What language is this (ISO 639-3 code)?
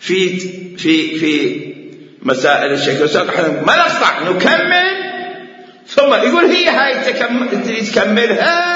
acm